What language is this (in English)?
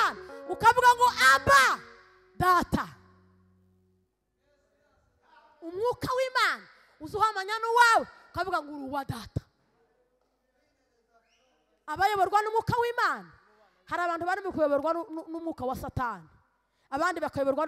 Kinyarwanda